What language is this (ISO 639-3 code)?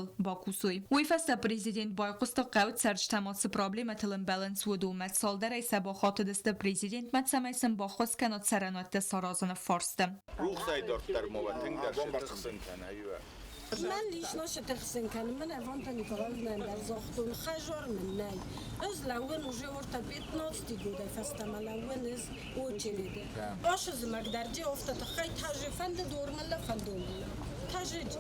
oss